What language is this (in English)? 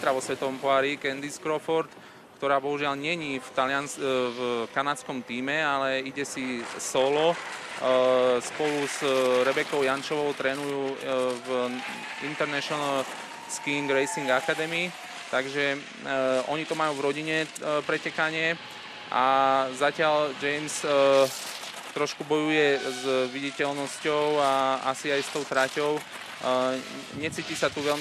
Slovak